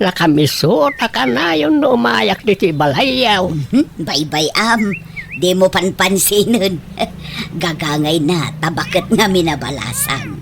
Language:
Iloko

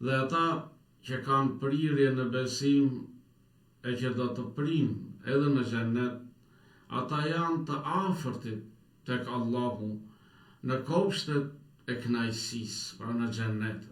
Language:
Albanian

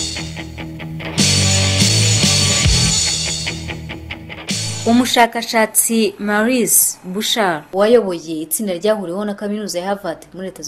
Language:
Kinyarwanda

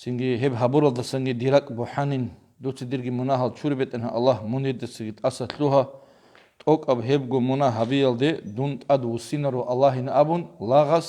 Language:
Avaric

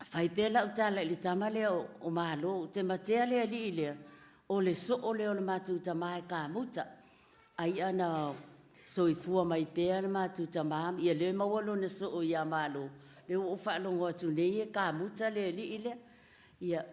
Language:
Samoan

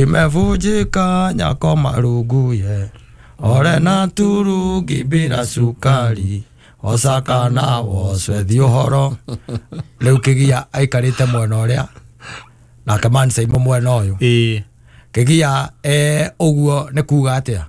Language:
Kikuyu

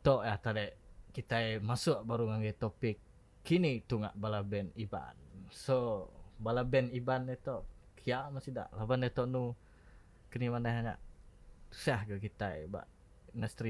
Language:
Iban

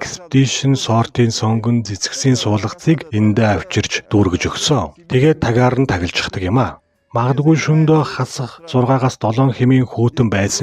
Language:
Mongolian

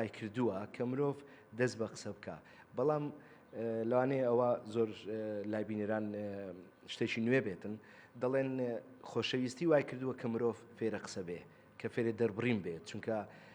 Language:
Central Kurdish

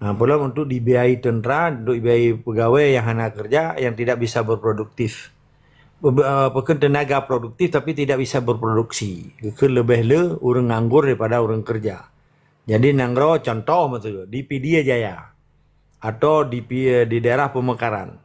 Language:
Achinese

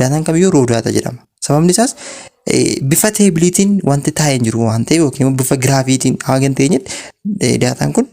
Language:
Oromo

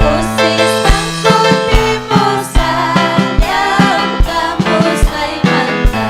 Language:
Ayacucho Quechua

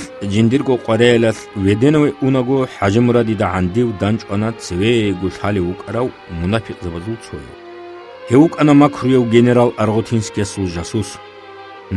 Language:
Avaric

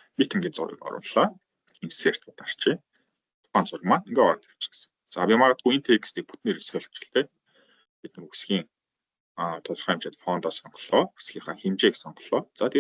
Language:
Mongolian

